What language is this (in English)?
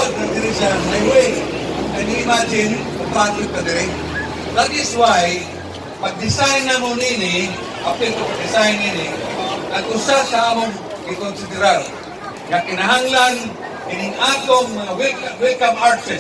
Cebuano